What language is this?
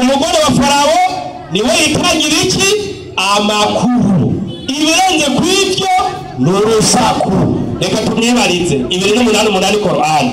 Rundi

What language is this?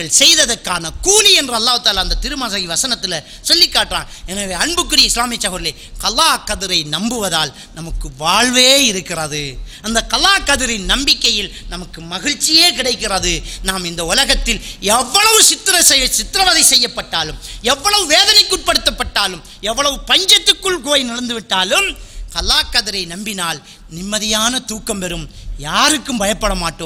Tamil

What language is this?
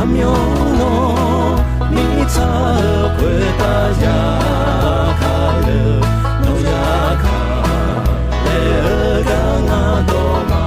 Akha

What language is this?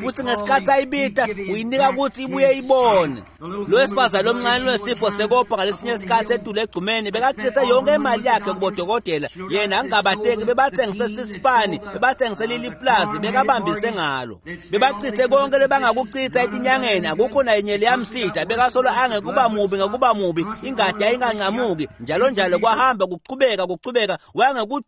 Swati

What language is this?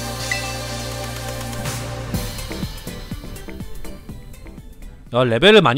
Korean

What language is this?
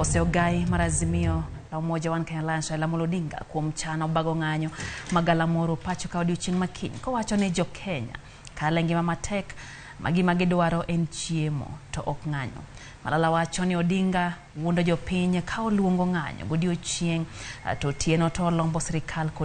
Luo (Kenya and Tanzania)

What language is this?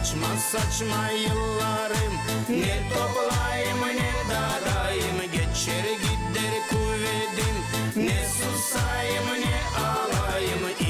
Gagauz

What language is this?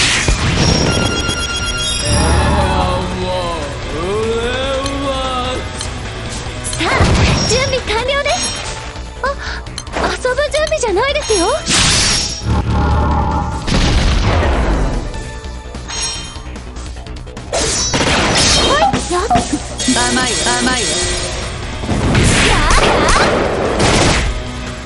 Japanese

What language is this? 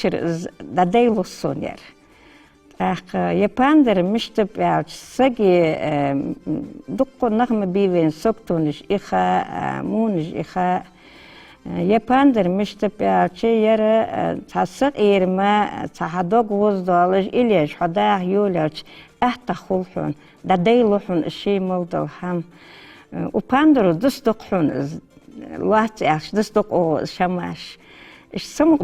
Ingush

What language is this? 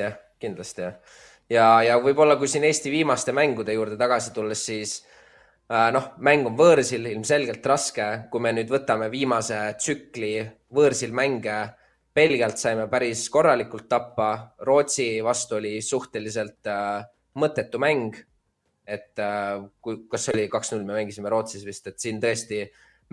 Estonian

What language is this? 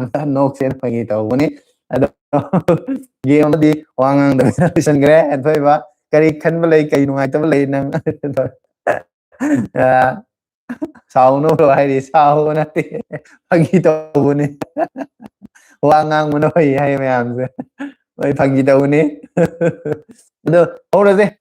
Manipuri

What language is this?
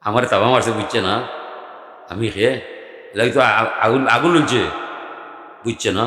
Sylheti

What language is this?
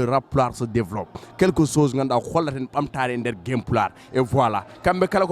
Fula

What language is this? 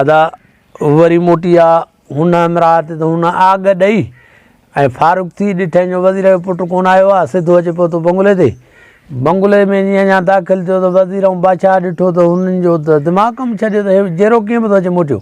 Sindhi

